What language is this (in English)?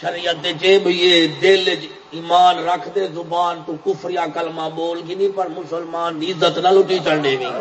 Saraiki